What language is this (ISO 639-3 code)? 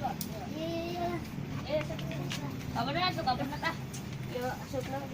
sun